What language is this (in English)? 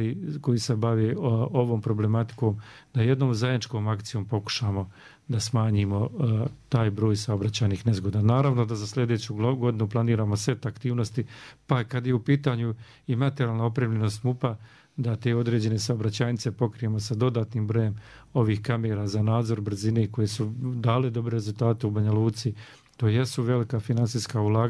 Serbian